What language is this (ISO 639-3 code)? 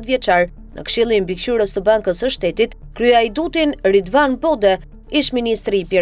sqi